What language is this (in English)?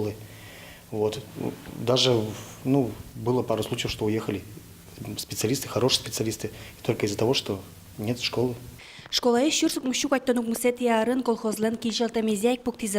Udmurt